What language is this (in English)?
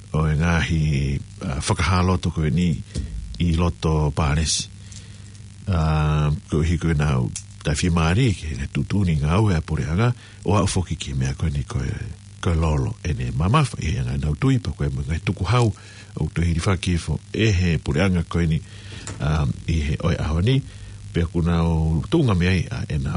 Tongan